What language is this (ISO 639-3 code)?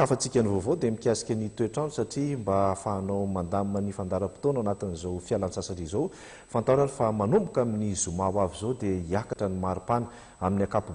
mlg